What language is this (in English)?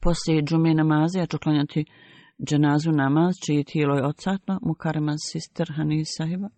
Bosnian